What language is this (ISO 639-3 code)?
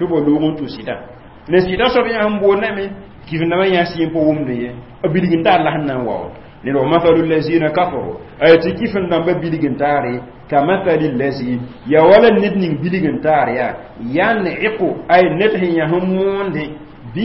mos